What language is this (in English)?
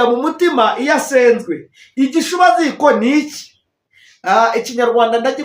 Kinyarwanda